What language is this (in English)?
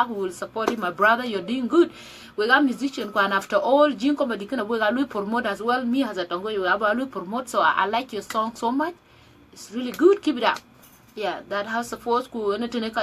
Dinka